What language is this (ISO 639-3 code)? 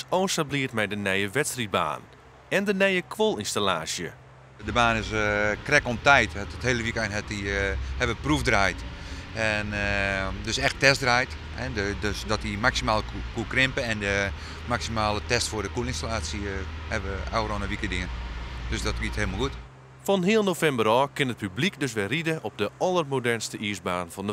fry